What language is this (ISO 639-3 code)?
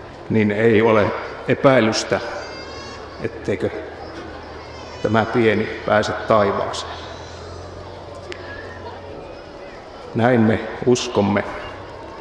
fin